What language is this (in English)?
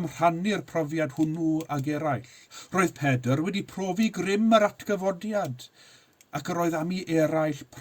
Welsh